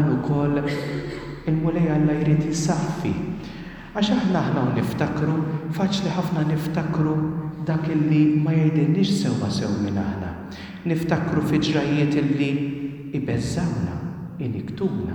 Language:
Maltese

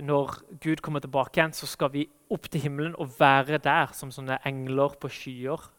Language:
Norwegian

